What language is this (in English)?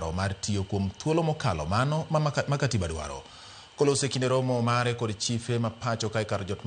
Luo (Kenya and Tanzania)